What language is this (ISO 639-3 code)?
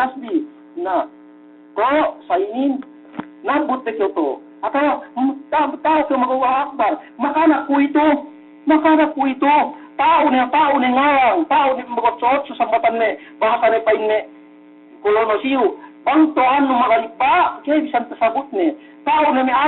yka